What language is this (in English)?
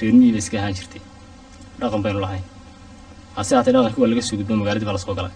Somali